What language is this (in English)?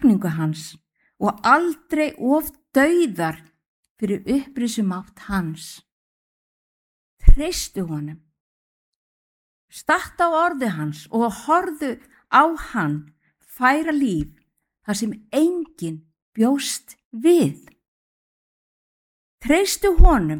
Icelandic